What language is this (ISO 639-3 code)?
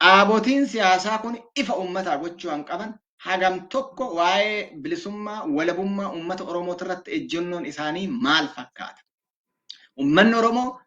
orm